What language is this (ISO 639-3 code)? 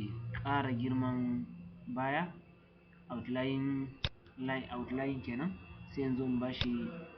hau